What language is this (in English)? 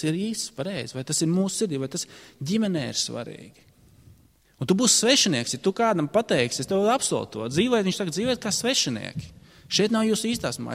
Latvian